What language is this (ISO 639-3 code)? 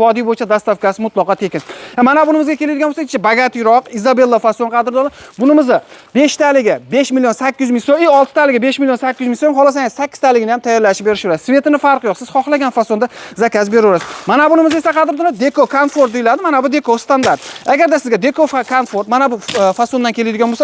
uzb